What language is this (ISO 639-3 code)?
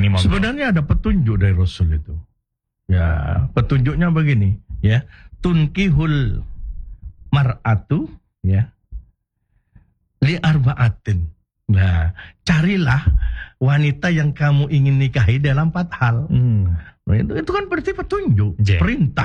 ind